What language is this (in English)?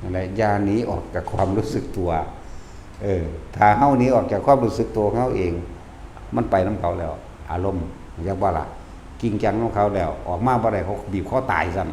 Lao